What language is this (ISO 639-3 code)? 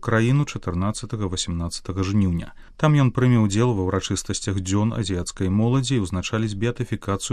bel